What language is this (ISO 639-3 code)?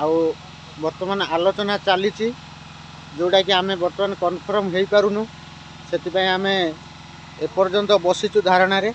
ori